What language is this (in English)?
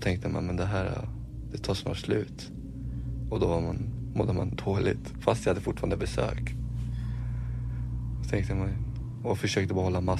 Swedish